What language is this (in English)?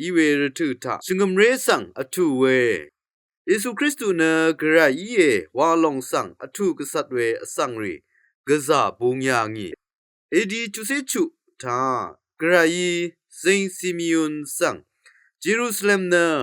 Rawang